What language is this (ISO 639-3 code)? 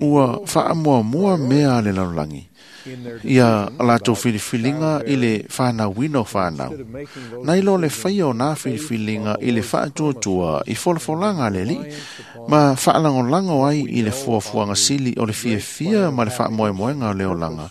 smo